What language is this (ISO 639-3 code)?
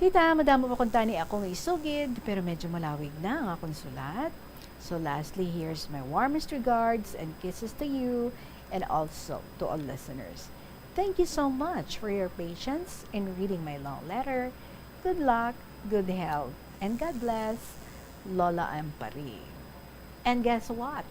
hil